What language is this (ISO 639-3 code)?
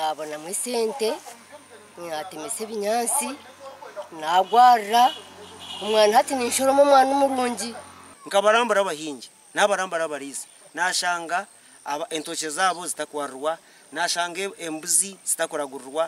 nyn